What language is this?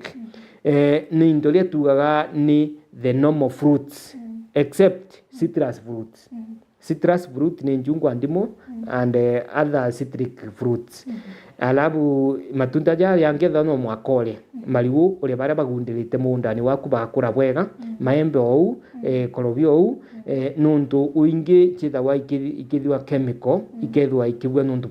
Meru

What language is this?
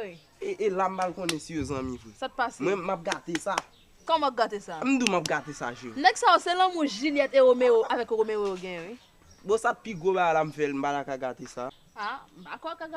Haitian Creole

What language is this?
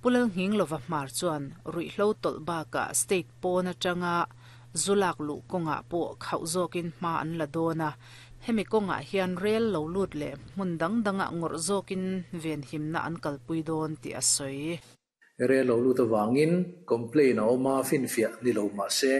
Mizo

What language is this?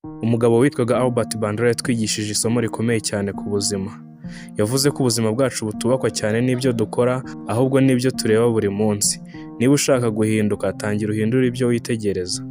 Kinyarwanda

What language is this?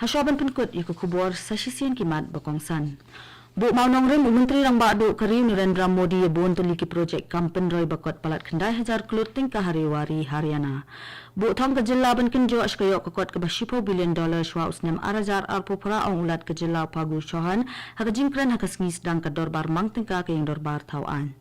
Khasi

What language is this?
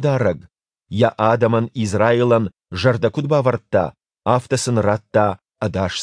Ossetic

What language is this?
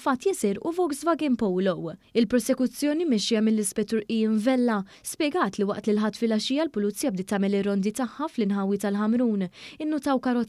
Maltese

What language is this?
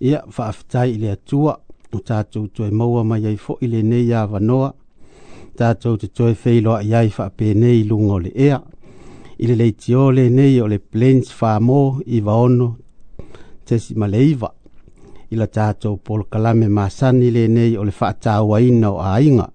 Samoan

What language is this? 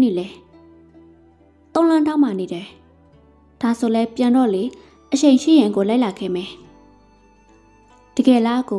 Burmese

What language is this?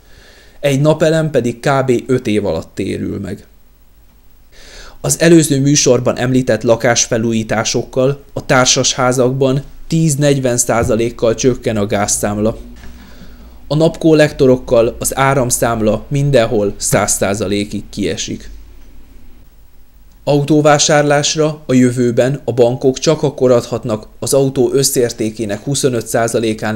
Hungarian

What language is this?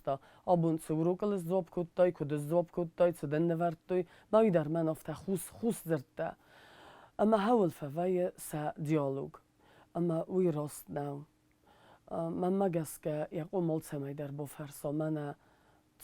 Ossetic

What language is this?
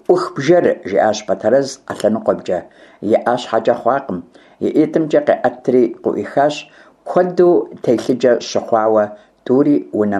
Kabardian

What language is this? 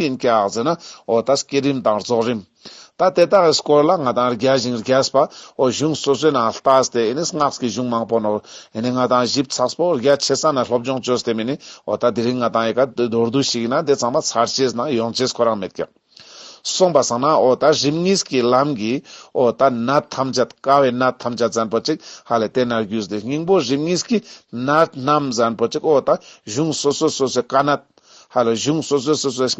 Ladakhi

